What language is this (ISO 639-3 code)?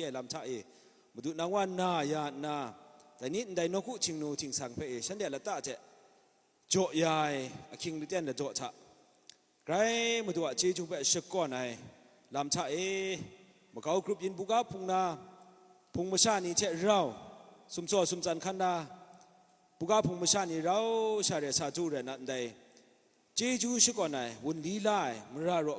kac